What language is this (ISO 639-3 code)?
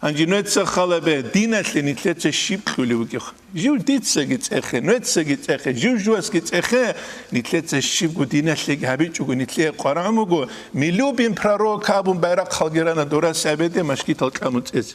ava